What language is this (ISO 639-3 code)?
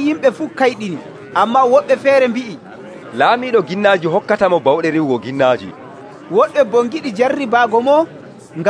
fuv